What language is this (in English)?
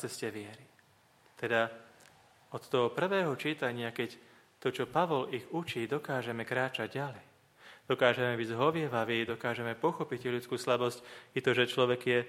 Slovak